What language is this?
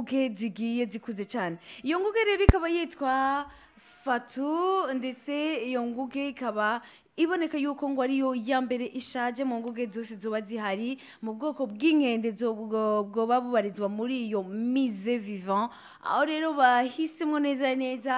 Rundi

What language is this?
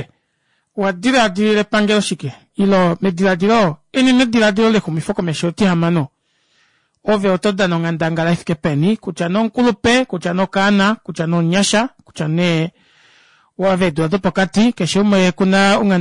Kuanyama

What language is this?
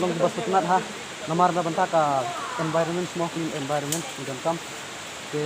Khasi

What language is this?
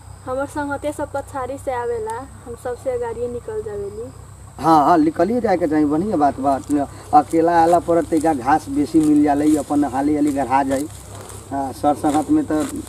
Bhojpuri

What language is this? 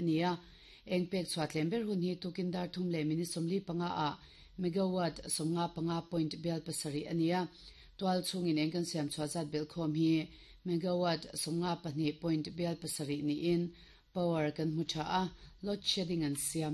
Mizo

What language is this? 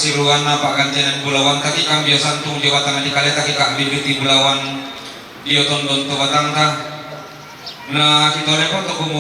Toraja-Sa'dan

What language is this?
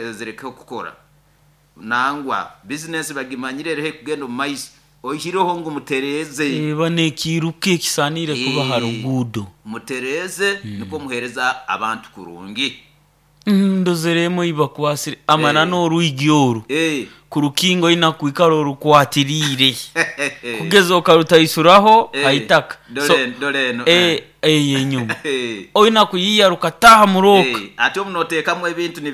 Nyoro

